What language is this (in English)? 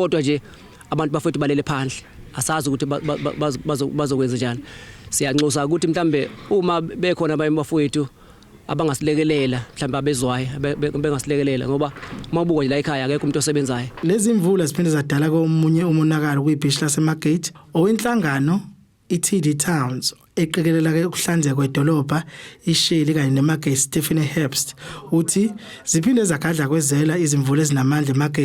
Zulu